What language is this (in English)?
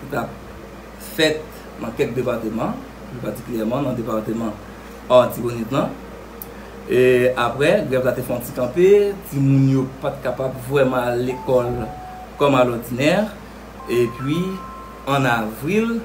Haitian Creole